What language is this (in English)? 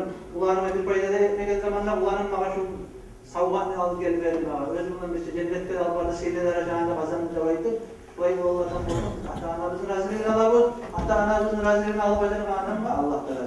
Kumyk